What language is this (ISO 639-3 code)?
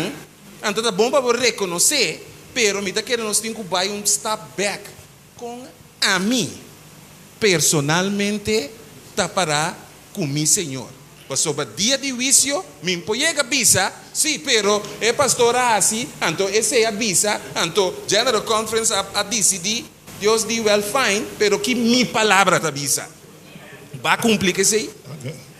pap